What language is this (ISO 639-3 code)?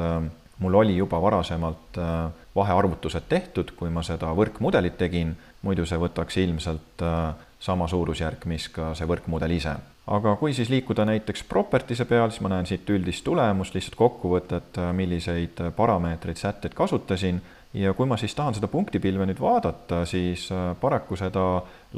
est